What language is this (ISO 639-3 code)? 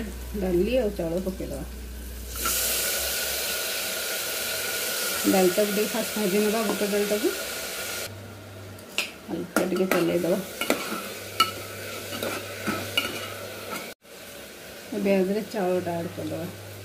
ori